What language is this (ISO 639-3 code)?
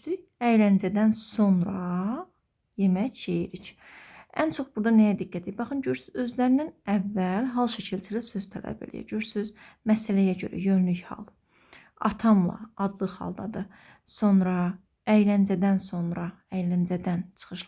aze